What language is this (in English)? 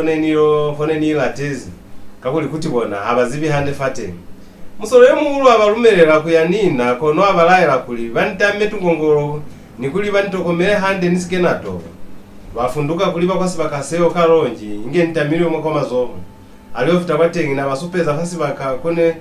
Lozi